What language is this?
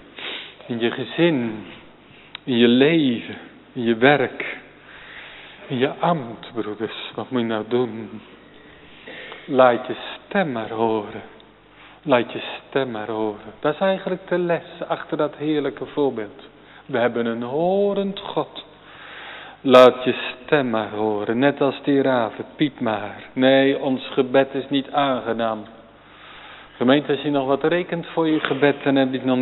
Dutch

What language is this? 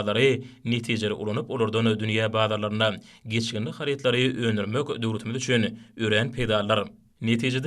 Turkmen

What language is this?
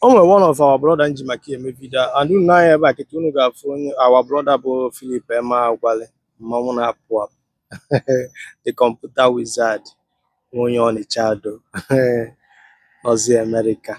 Igbo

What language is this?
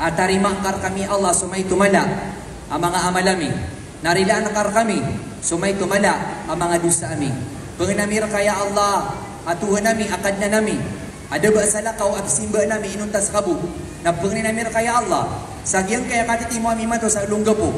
Maranao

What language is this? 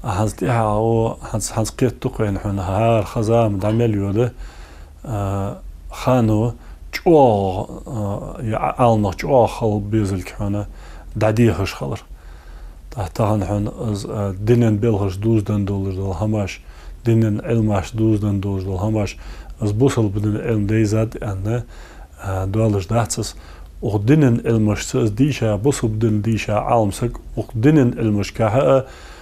Ingush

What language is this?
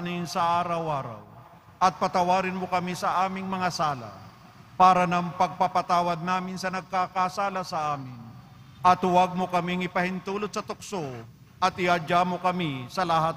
Filipino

